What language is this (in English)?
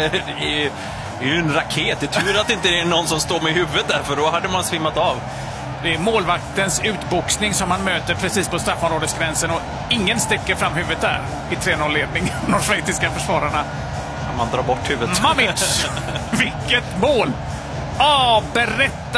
Swedish